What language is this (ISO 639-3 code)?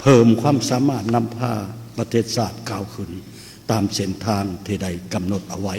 lao